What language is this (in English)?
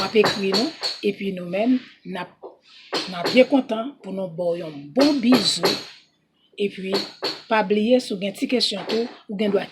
Haitian Creole